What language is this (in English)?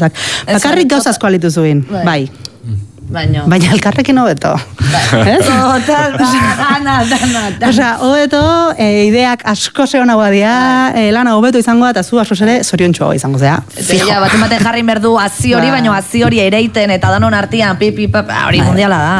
Basque